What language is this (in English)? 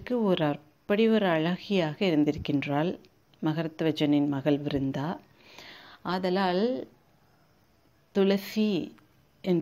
Tamil